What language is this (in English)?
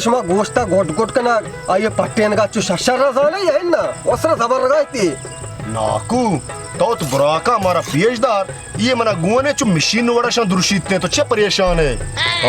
Baluchi